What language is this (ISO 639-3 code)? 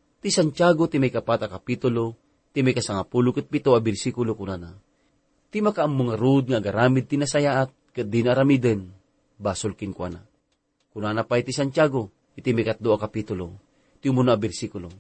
ilo